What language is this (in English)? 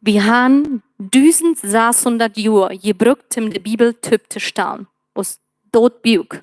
Plautdietsch